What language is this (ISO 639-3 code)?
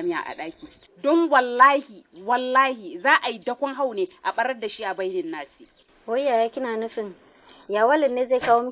hau